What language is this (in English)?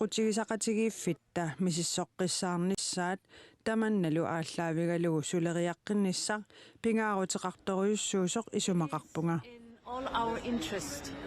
Kalaallisut